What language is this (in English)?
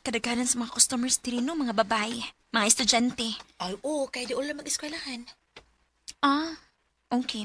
Cebuano